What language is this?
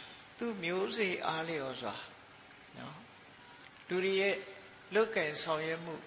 Burmese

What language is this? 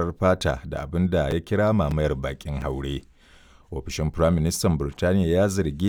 Hausa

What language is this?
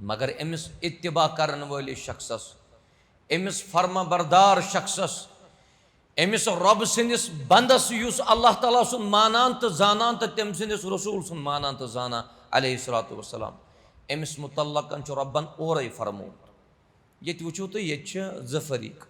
Kashmiri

